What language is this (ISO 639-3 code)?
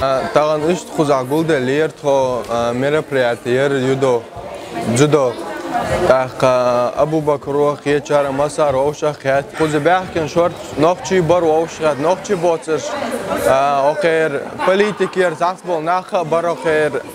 che